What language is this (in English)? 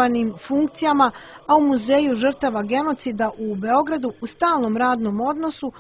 Serbian